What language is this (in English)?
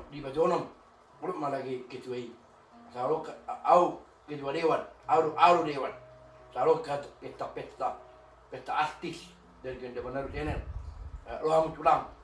Batak Toba